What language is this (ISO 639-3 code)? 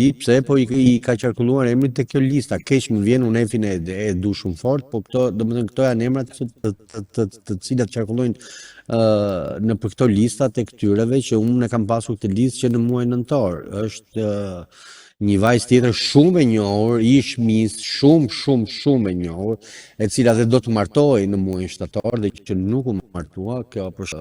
sqi